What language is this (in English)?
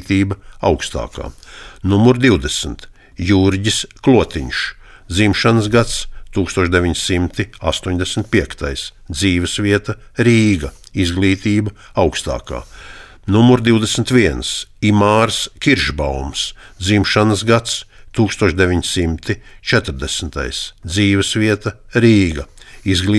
Latvian